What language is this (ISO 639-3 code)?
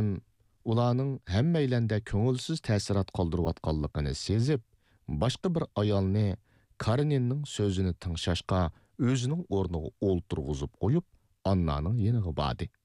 uig